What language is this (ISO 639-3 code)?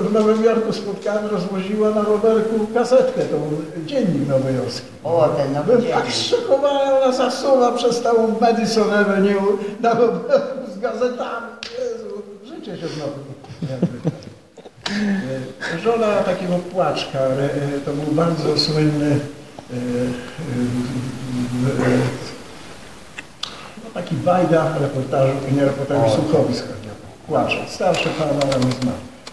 pol